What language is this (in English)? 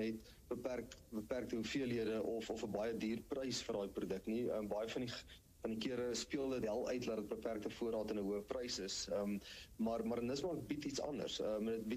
Afrikaans